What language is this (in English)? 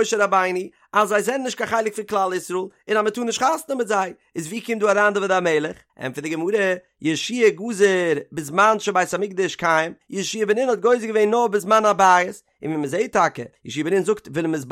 Yiddish